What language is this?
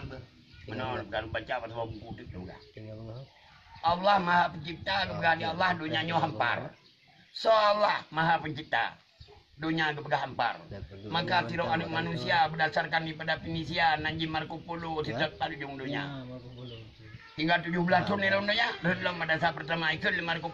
Achinese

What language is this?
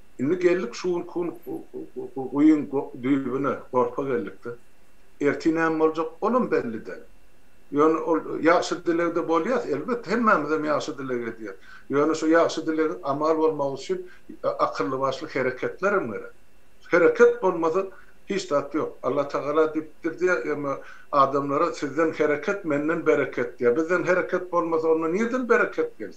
Turkmen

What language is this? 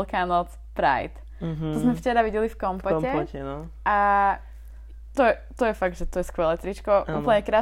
Slovak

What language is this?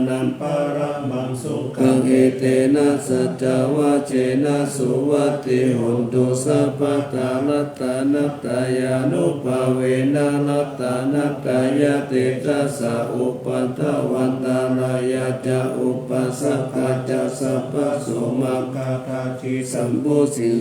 Pali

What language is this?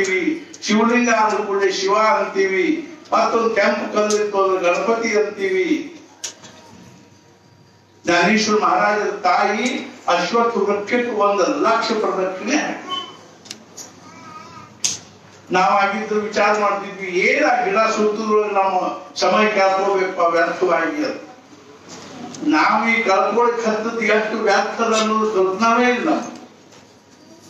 Kannada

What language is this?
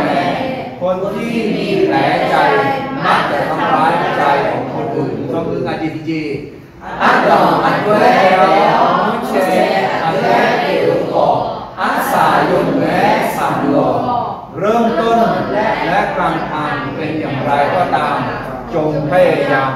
Akha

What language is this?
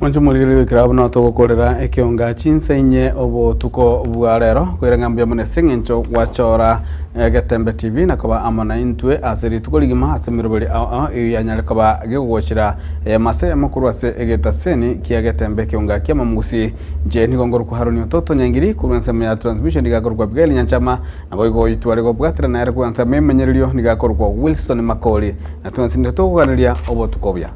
Gusii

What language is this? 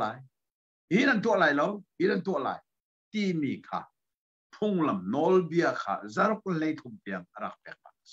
Hakha Chin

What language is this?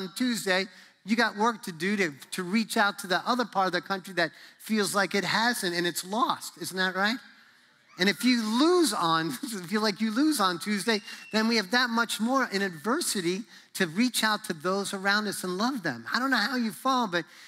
English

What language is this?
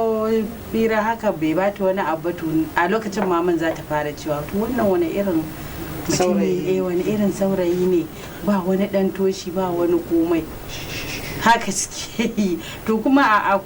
Hausa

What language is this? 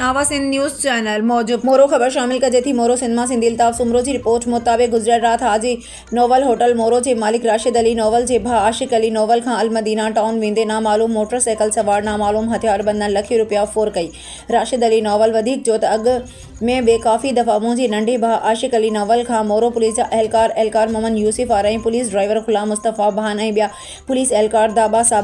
Sindhi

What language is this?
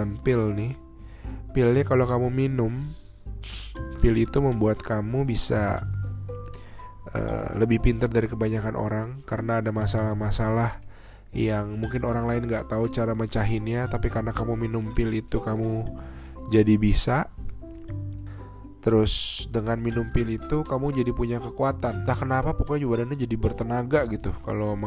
Indonesian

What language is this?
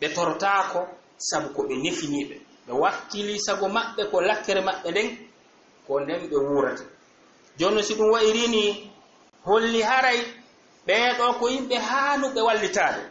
Fula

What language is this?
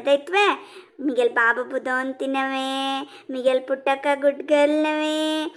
Konkani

